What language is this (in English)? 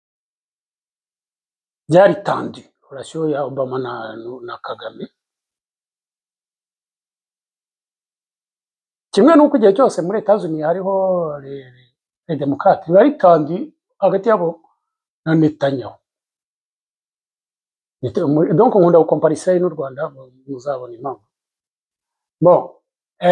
Kinyarwanda